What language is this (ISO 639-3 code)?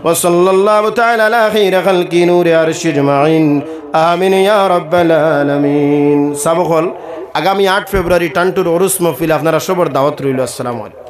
syl